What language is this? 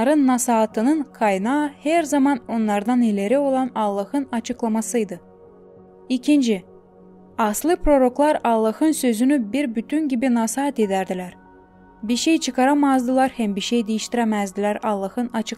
Gagauz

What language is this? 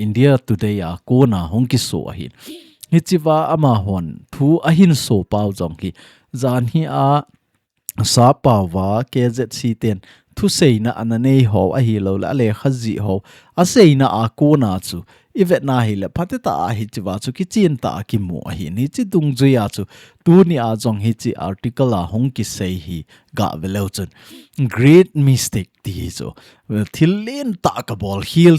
Thado Chin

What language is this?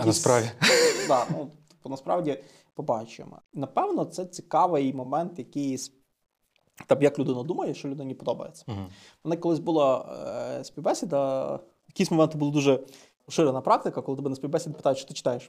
Ukrainian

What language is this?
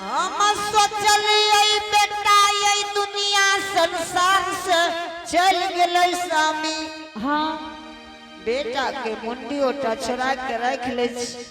Angika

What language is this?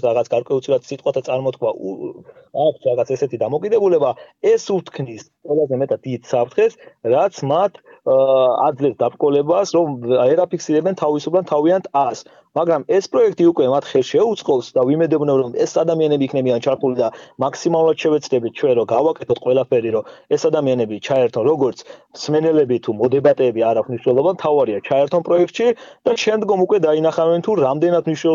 Georgian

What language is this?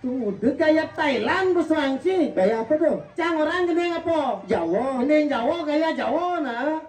Balinese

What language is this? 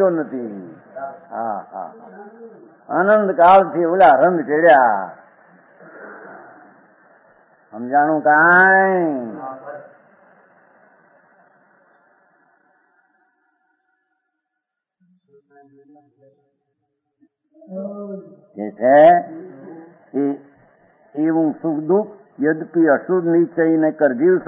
Gujarati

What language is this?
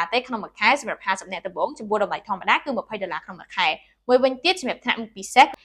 Khmer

